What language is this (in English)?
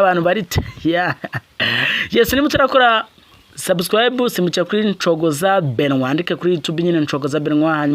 Kinyarwanda